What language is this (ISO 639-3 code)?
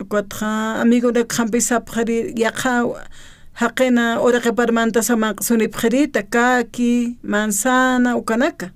aym